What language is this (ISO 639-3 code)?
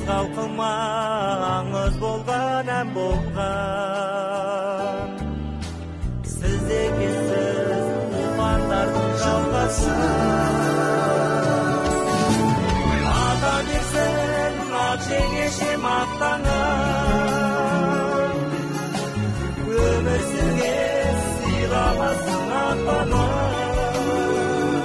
kaz